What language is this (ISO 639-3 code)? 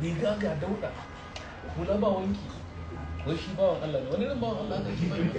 hau